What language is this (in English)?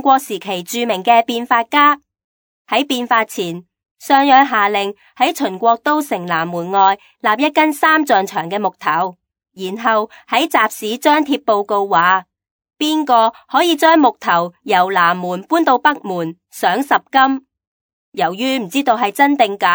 Cantonese